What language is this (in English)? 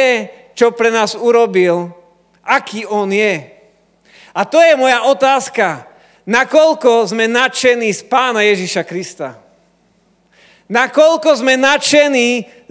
Slovak